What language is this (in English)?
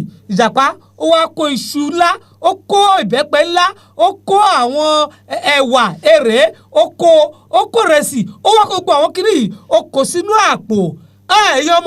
Yoruba